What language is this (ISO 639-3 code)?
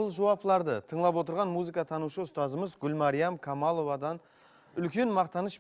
kaa